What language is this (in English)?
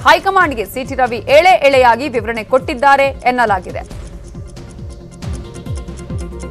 Kannada